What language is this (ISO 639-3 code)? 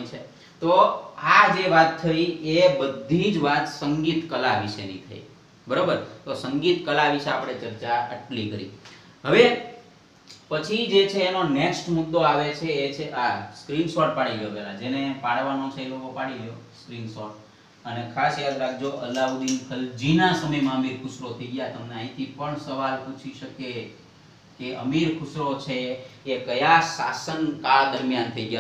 guj